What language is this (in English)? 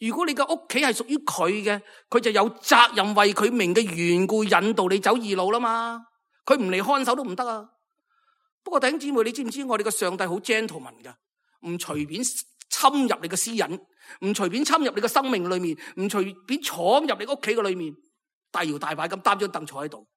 Cantonese